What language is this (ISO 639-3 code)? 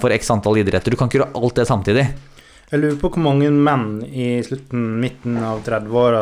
nor